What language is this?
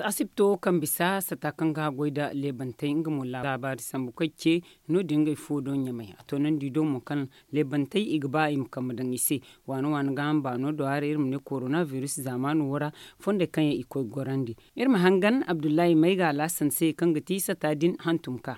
Zarma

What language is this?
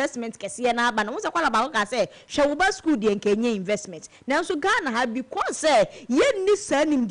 Akan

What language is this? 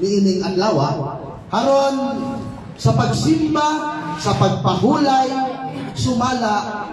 Cebuano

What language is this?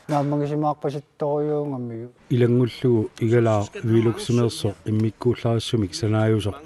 Kalaallisut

